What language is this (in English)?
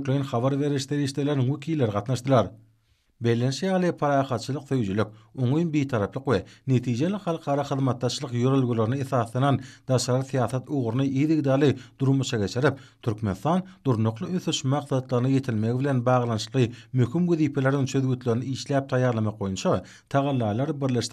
Turkmen